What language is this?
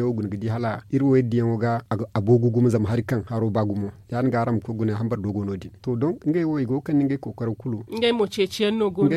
Zarma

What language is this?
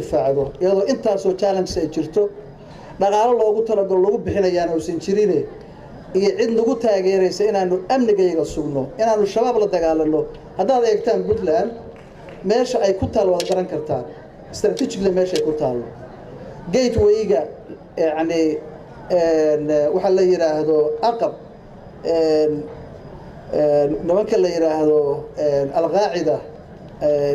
Somali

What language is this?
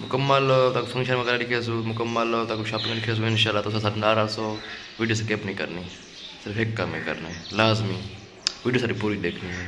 Saraiki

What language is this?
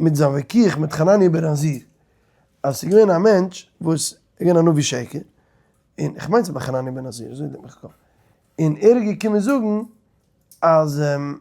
Yiddish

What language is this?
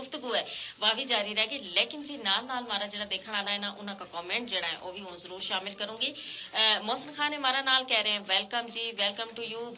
Gujari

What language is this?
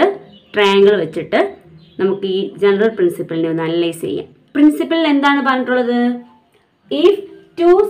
Malayalam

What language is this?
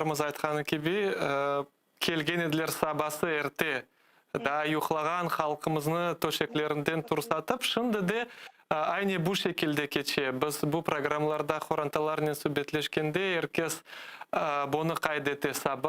Crimean Tatar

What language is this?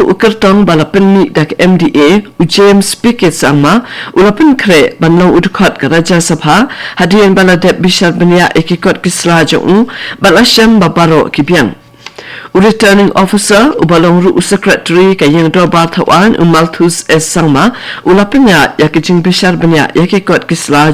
Khasi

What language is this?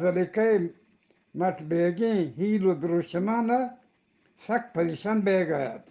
Eastern Balochi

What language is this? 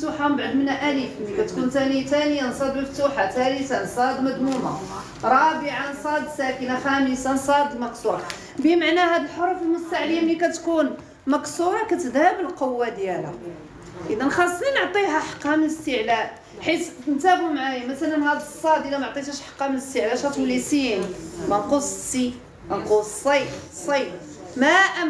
Moroccan Arabic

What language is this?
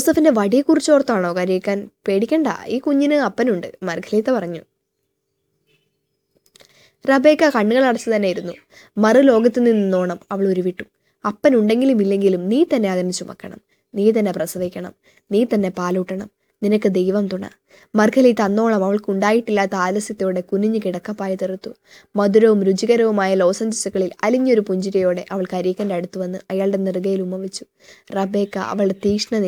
Malayalam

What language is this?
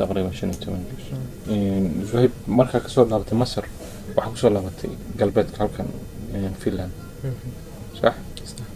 Somali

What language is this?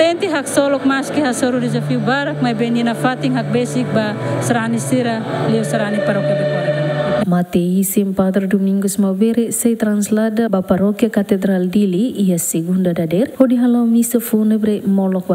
Tetum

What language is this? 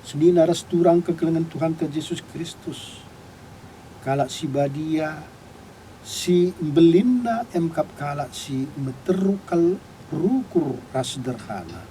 Batak Karo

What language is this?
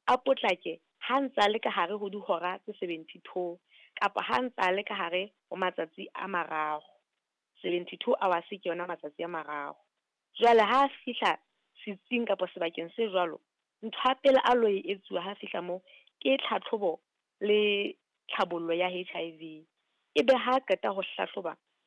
Southern Sotho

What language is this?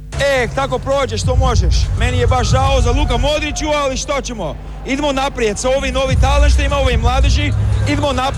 Croatian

